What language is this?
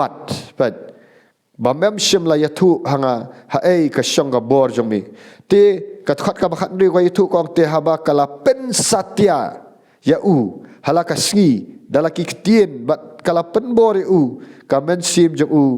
Khasi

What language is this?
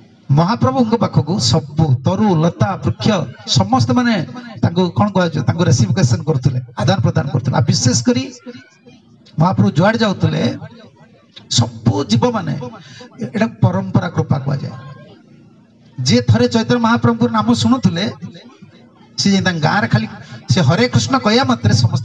Odia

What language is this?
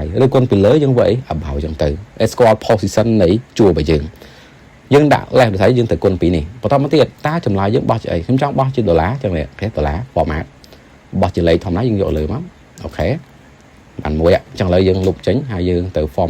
Khmer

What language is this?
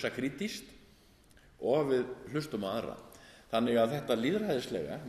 Icelandic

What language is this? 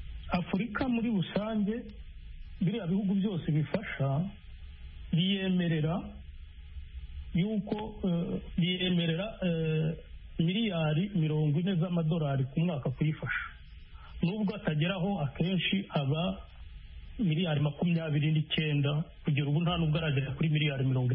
Kinyarwanda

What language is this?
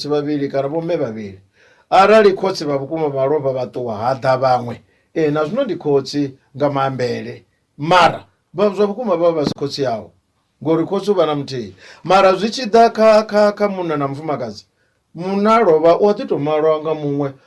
Venda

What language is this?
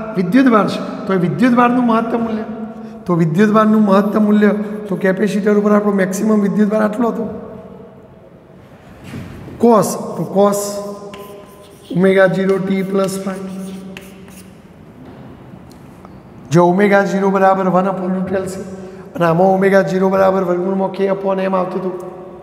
Gujarati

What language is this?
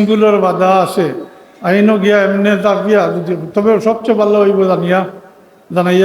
Sylheti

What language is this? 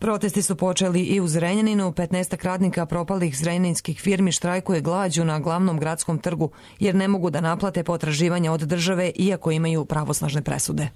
Serbian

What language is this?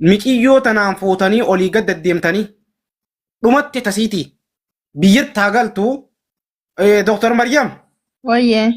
Oromo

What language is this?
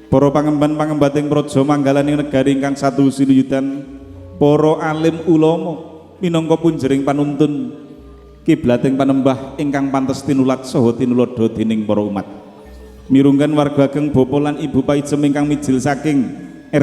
Javanese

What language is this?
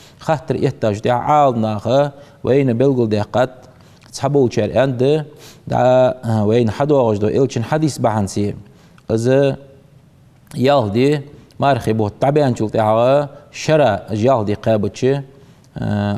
Ingush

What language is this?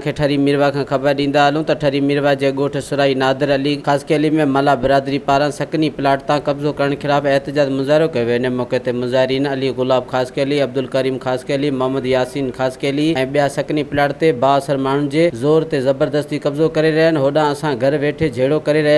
Sindhi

